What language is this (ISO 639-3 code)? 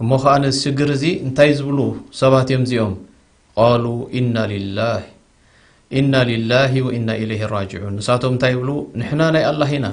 tir